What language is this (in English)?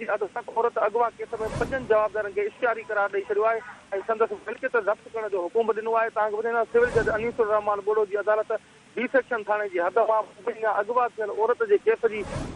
Sindhi